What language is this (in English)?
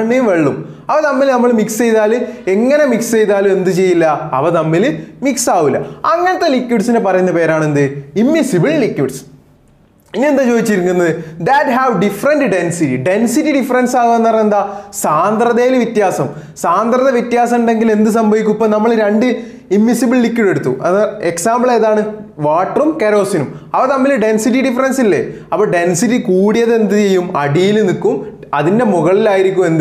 Malayalam